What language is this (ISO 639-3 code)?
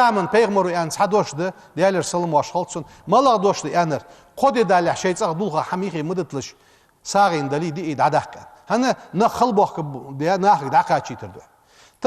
inh